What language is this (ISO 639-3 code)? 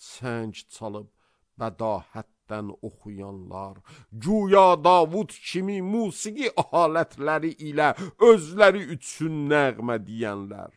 aze